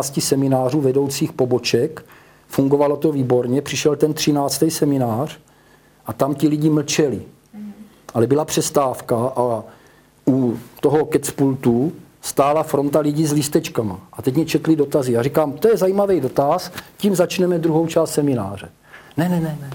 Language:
Czech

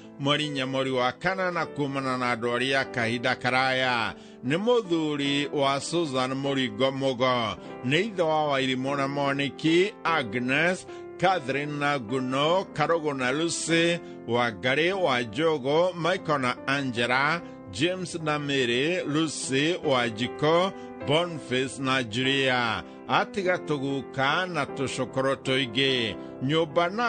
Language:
Kikuyu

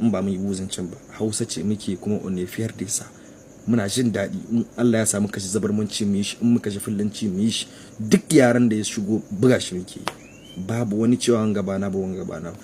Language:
Hausa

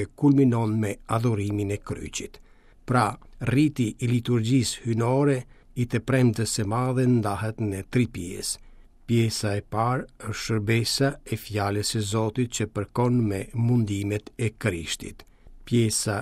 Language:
Albanian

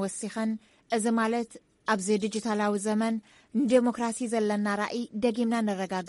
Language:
Tigrinya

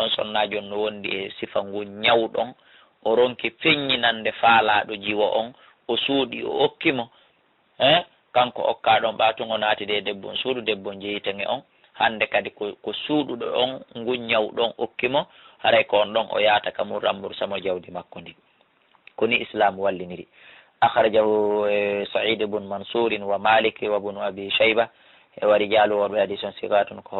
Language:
Fula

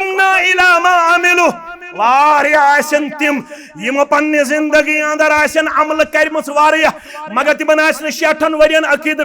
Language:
Kashmiri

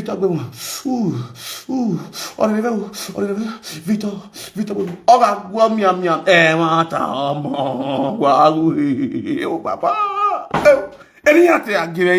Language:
Nigerian Pidgin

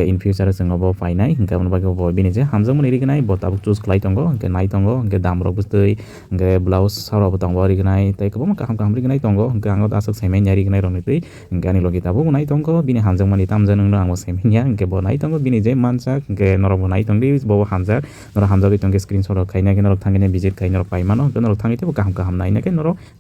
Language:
Kok Borok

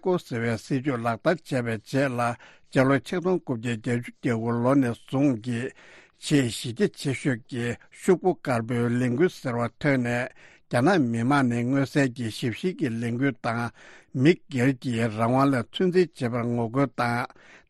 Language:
Tibetan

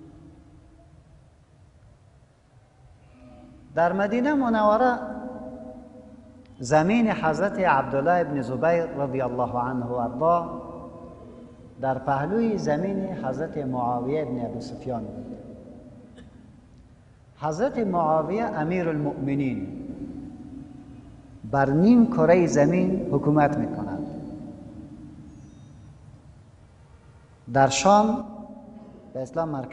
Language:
Persian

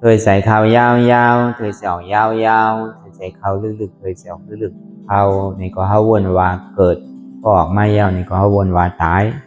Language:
Shan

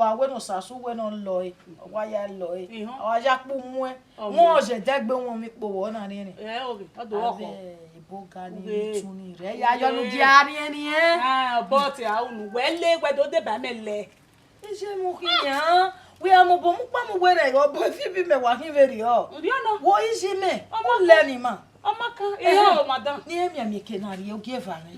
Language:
Bini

